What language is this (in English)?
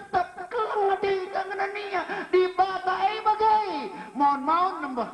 Batak Karo